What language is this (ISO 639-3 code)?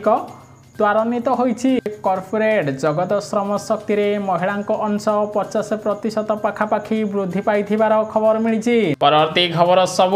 ori